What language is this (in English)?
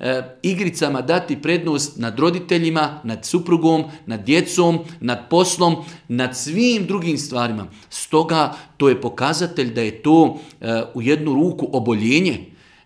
Bosnian